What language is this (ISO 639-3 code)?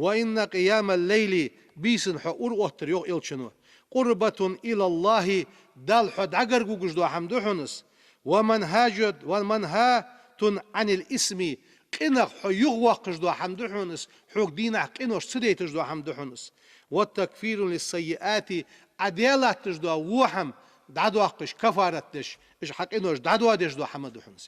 inh